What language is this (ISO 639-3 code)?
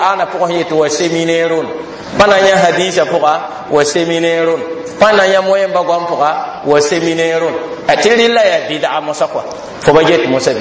mos